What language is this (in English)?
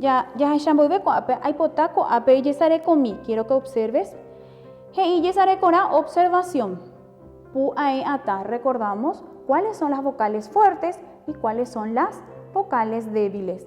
Guarani